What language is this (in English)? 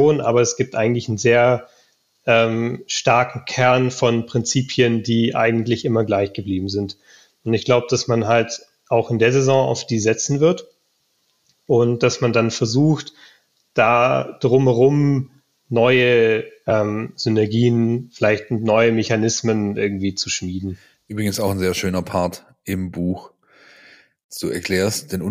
German